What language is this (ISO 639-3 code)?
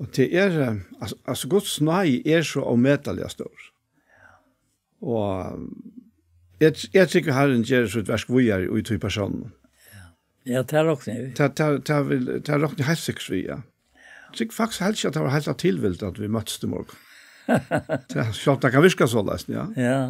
fao